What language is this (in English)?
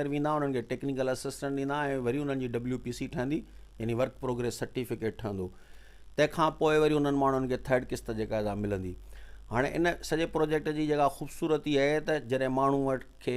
Sindhi